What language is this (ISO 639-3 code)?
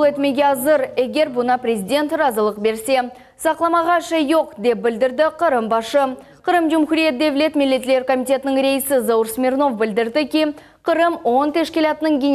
crh